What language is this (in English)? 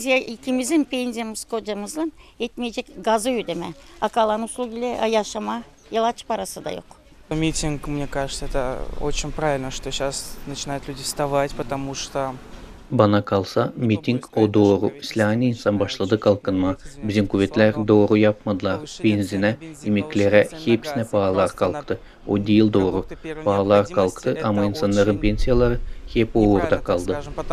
Gagauz